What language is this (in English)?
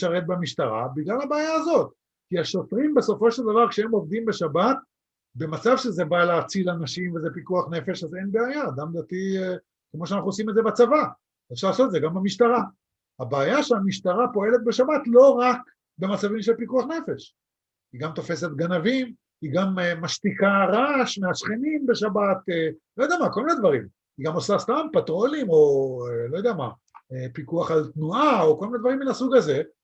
Hebrew